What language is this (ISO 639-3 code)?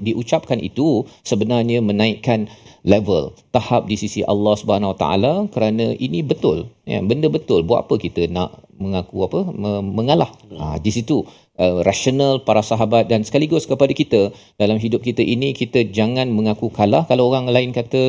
msa